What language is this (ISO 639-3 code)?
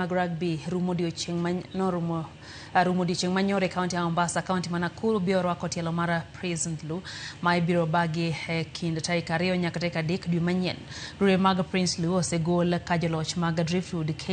luo